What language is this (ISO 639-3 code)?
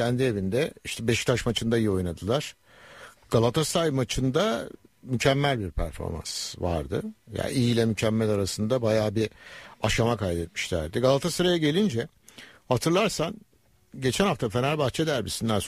tur